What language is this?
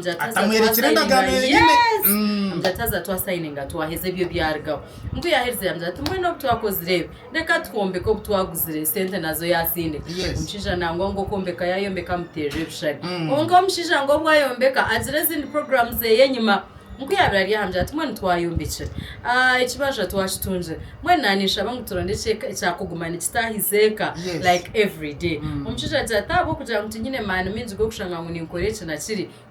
Nyankole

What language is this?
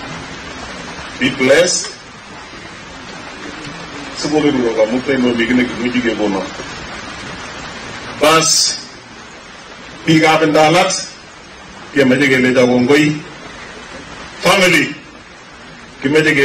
Swahili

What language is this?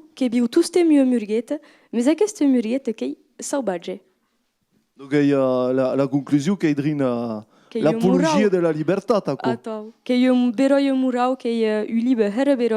Occitan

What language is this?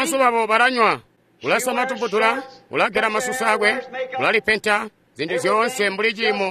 Tonga (Zambia)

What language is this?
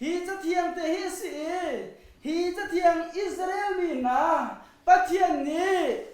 Hakha Chin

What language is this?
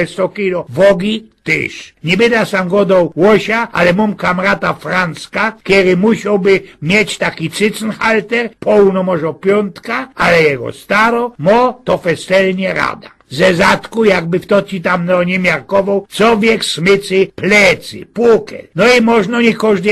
Silesian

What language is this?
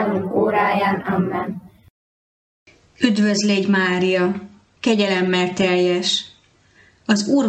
Hungarian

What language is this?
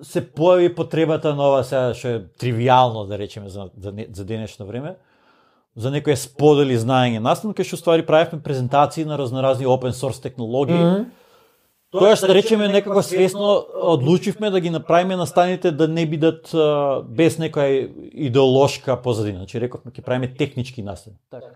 Macedonian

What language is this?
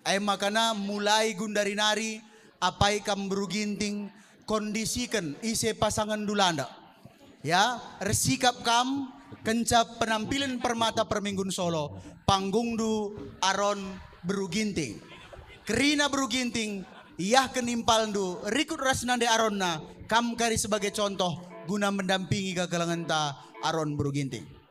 Batak Karo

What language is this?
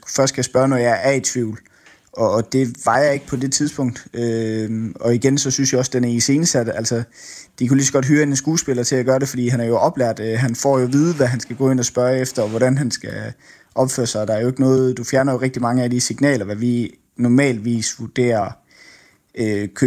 Danish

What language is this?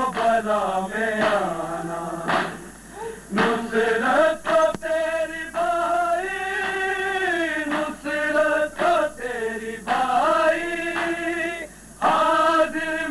Urdu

